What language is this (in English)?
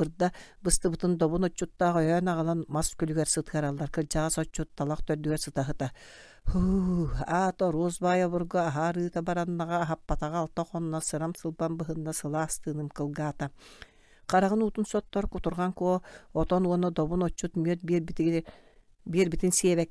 Yakut